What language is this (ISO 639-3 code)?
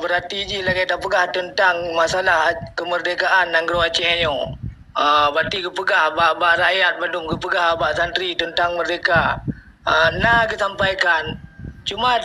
ace